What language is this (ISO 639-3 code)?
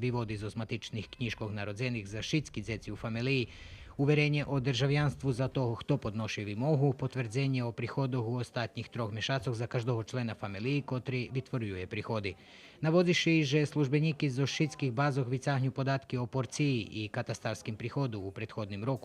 rue